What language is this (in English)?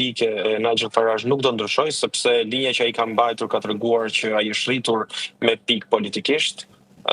Albanian